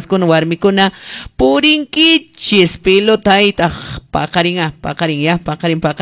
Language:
Quechua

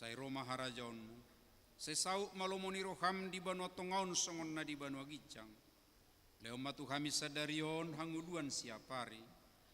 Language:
Batak Toba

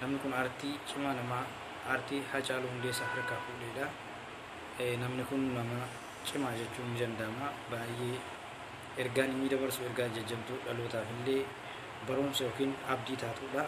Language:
Oromo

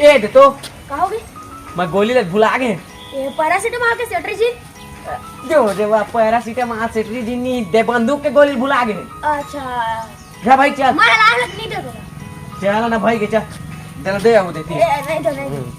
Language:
Chhattisgarhi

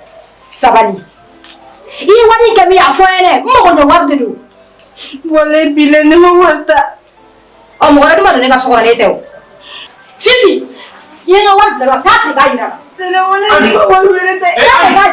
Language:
Bambara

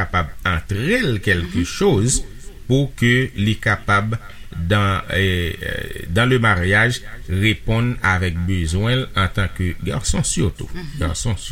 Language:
Haitian Creole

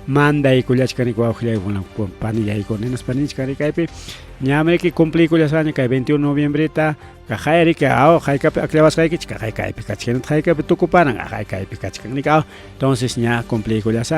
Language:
Ayacucho Quechua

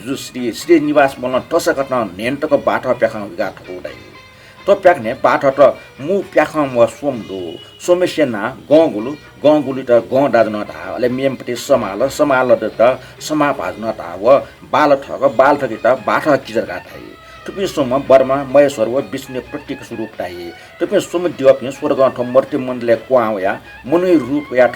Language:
Newari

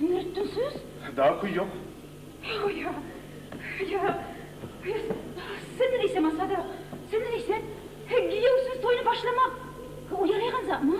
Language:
Kumyk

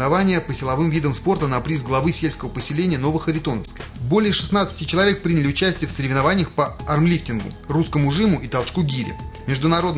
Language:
Russian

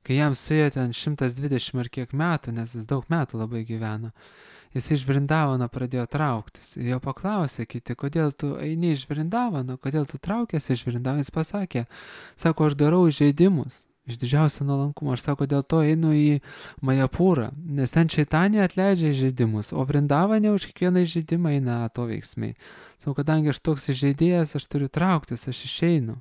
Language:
Lithuanian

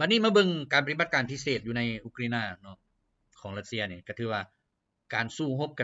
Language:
Lao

